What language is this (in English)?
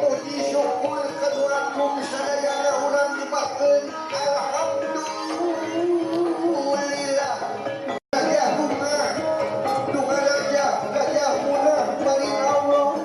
Sundanese